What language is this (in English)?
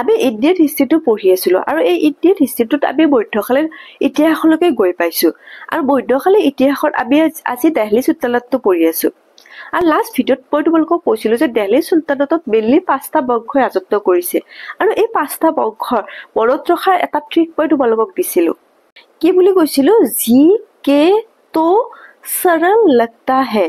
Assamese